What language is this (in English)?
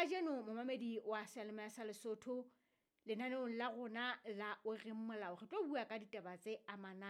Southern Sotho